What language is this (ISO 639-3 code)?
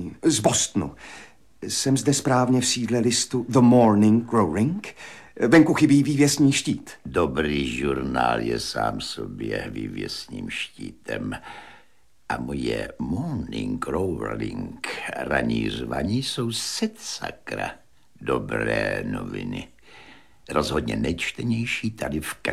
ces